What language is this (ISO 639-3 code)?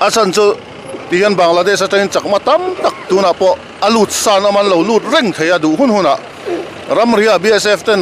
lus